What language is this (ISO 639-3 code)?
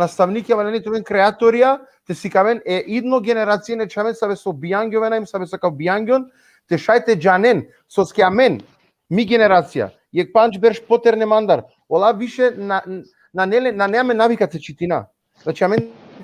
rmn